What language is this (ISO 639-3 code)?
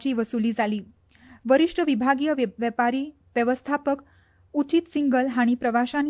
kok